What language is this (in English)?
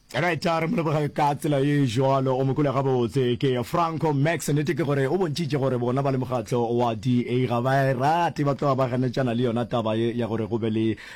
Northern Sotho